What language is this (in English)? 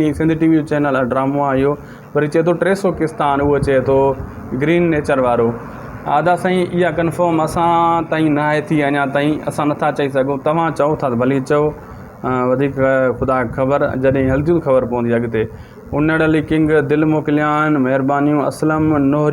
Sindhi